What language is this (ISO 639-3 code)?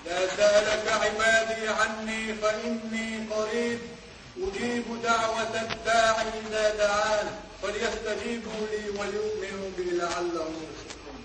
che